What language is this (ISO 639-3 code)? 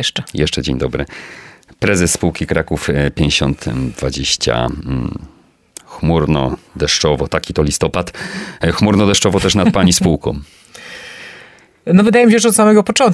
pol